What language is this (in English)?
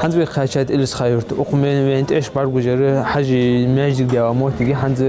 Ingush